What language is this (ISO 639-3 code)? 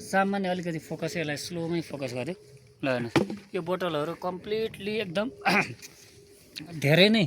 nep